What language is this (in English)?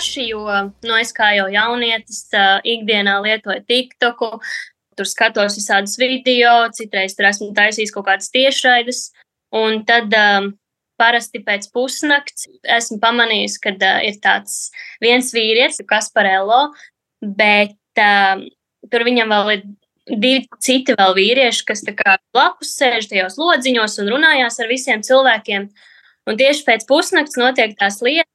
Latvian